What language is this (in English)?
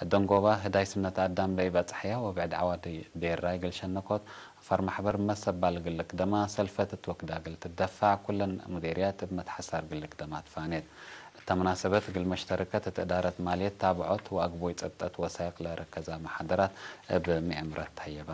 Tigre